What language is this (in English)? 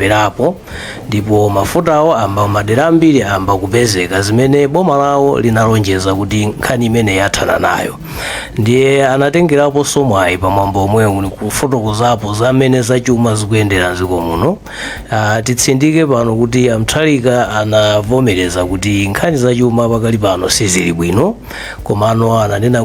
Nyanja